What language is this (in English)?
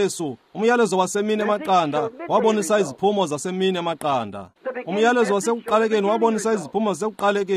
Xhosa